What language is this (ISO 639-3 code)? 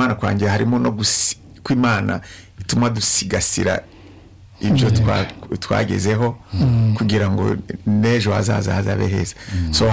kin